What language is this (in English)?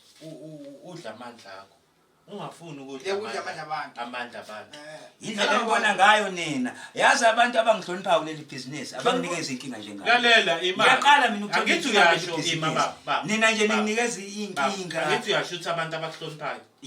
Zulu